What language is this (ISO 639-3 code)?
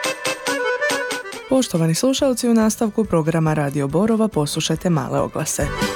hrv